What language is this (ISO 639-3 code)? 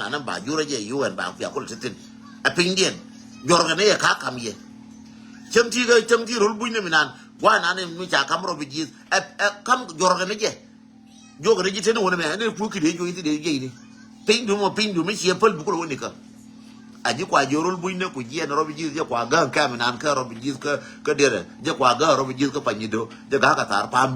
nus